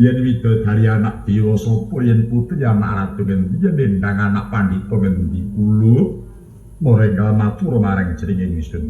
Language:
Javanese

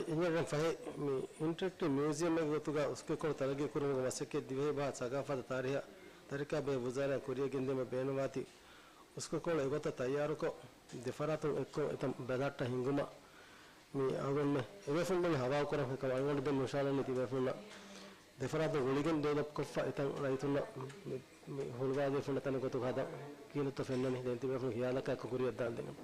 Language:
Divehi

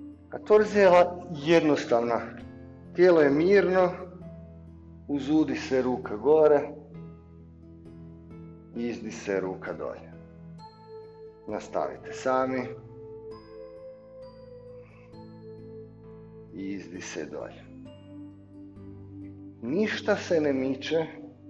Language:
Croatian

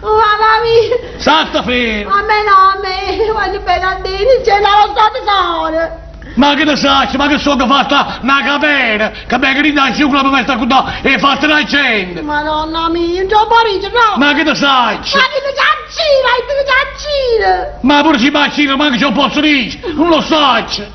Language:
Neapolitan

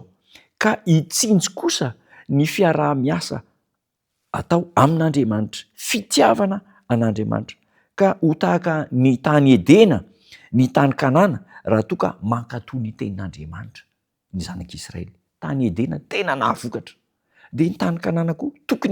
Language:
Malagasy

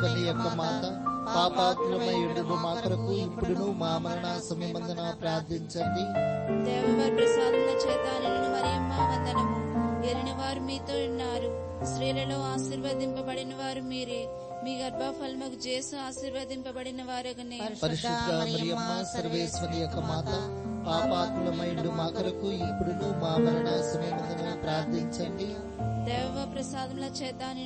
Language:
Telugu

